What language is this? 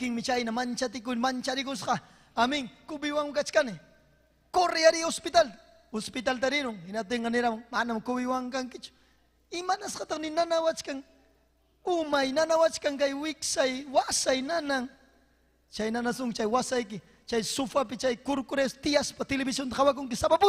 Ayacucho Quechua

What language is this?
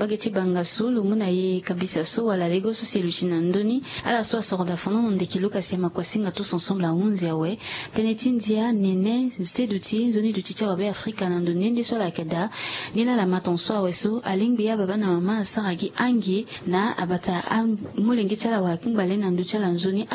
Sango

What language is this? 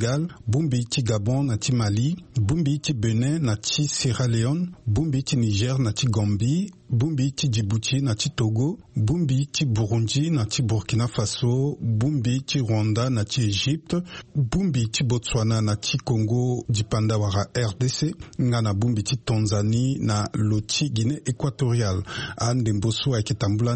Sango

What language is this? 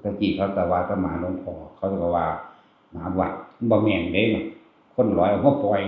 Northeastern Thai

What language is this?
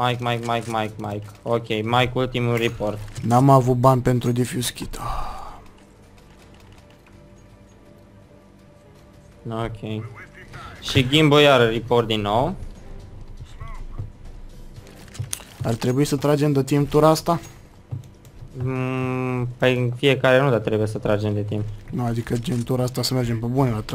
Romanian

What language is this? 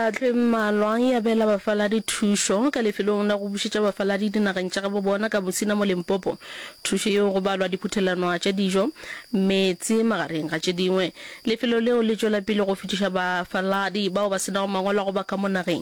Northern Sotho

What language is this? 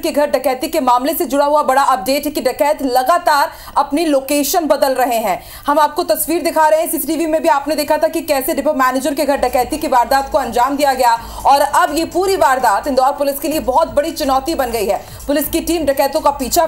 Hindi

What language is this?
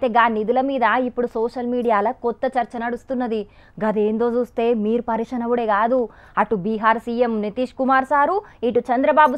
Telugu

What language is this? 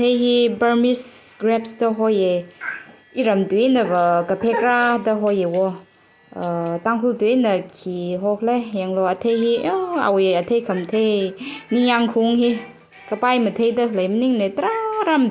Tangkhul Naga (India)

